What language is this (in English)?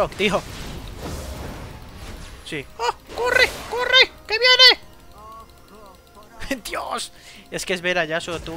Spanish